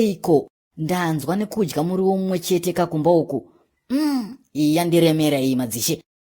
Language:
Shona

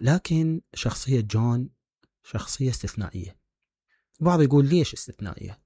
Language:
Mesopotamian Arabic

